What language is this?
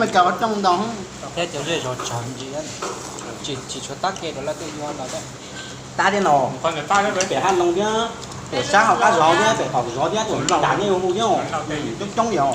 Hmong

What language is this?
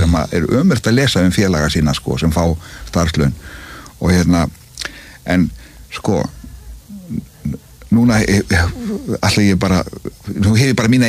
Icelandic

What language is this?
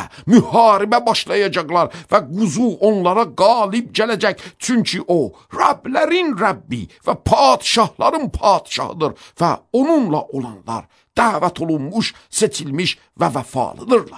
Azerbaijani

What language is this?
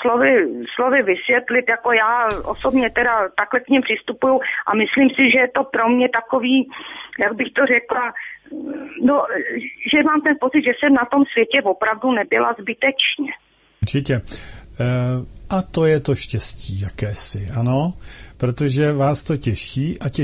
Czech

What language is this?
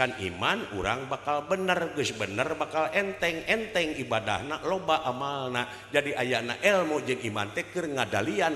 Sundanese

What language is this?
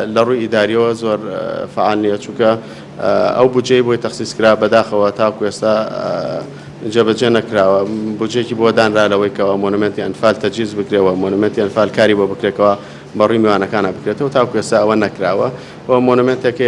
Central Kurdish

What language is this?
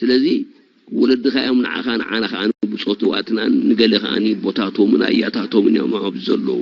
Tigrinya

